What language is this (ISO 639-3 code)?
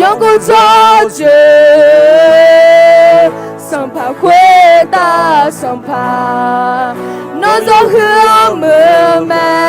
ahk